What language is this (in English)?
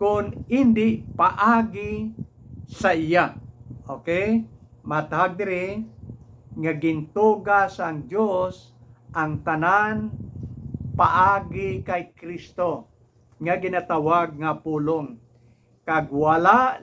Hiligaynon